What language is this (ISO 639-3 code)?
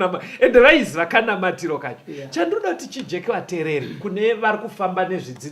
sna